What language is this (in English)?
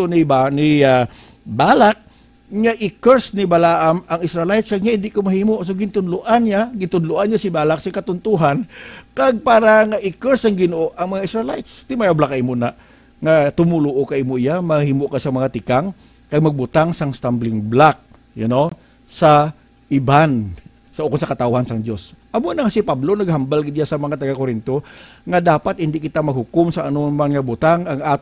Hiligaynon